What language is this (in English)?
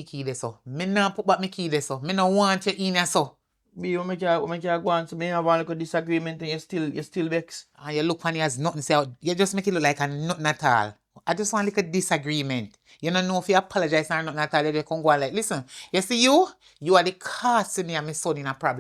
Jamaican Creole English